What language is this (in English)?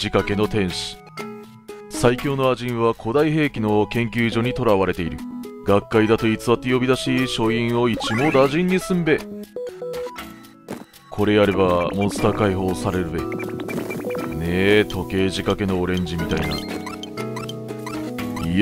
Japanese